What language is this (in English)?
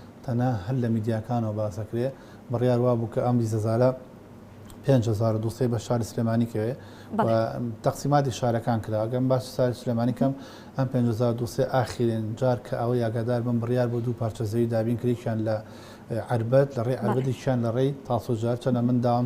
Central Kurdish